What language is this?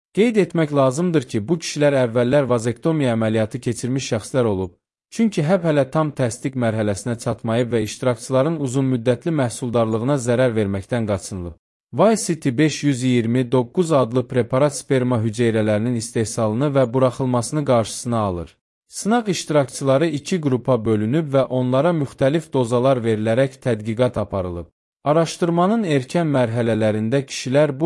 Azerbaijani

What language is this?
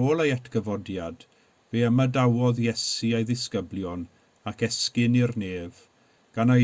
Welsh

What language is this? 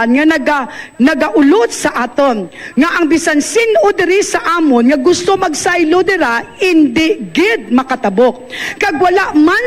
Hiligaynon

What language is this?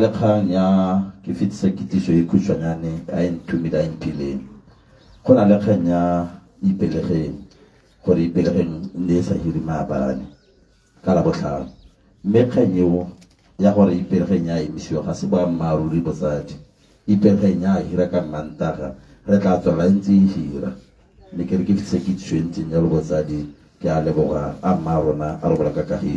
Tswana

